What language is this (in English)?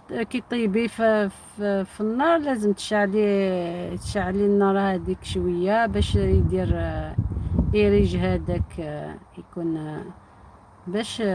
Algerian Arabic